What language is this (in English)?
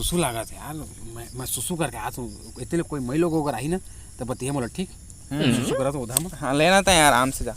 Chhattisgarhi